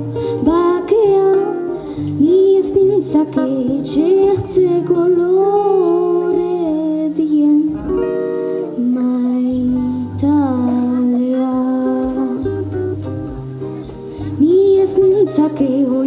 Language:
Basque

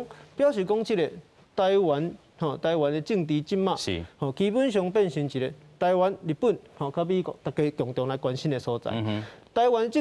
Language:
Min Nan Chinese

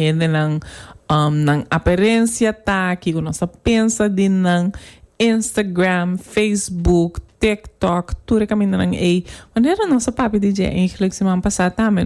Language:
Papiamento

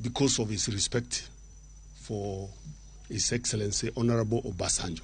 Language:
Luo (Kenya and Tanzania)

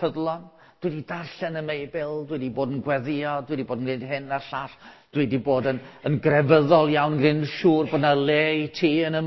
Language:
Welsh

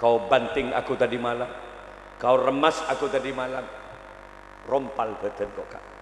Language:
Madurese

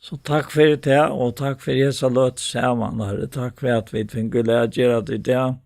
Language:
Faroese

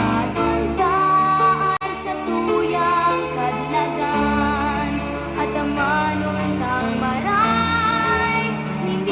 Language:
Bikol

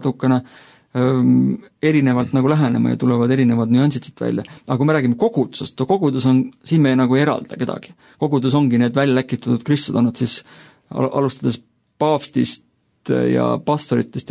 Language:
Estonian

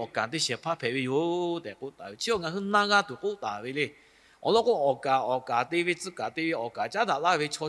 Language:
Lahu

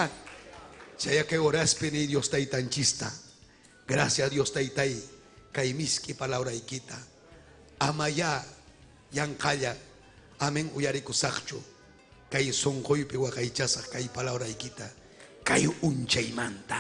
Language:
Ayacucho Quechua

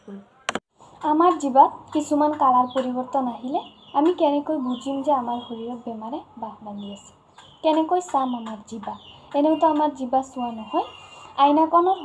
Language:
Assamese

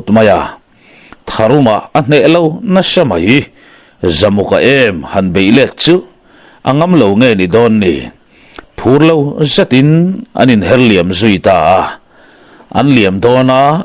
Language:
Mizo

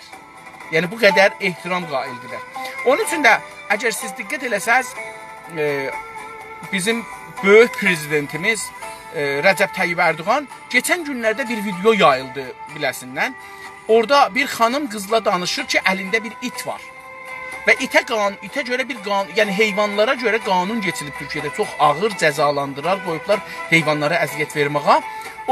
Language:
South Azerbaijani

